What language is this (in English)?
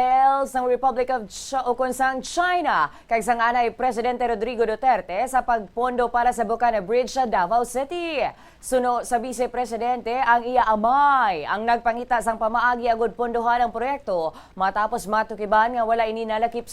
Hiligaynon